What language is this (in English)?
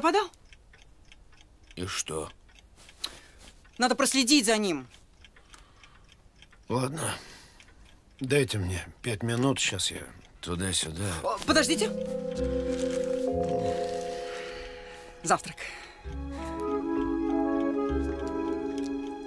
Russian